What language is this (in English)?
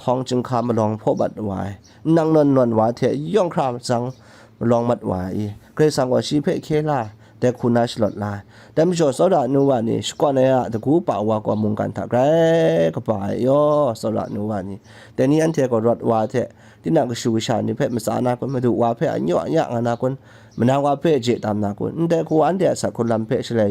Kachin